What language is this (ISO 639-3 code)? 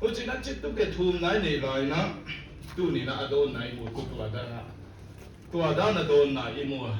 pck